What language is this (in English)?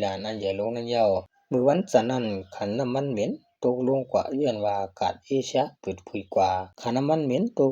Shan